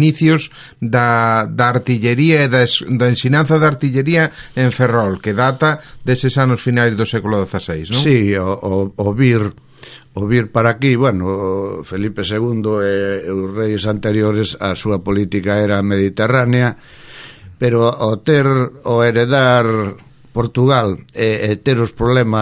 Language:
Galician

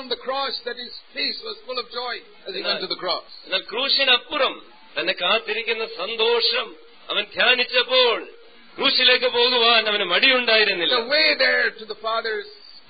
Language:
Malayalam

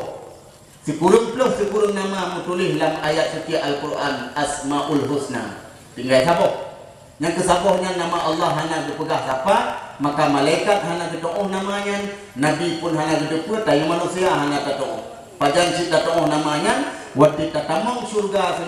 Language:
Achinese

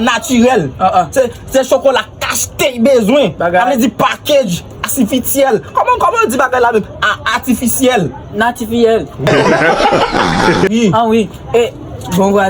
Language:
Haitian Creole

